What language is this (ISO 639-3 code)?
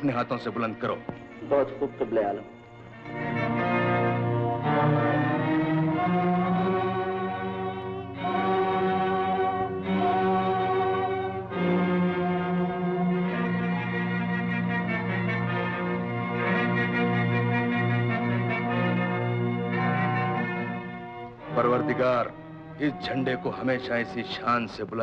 hin